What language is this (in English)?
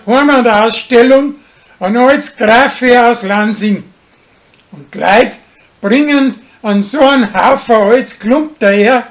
Bavarian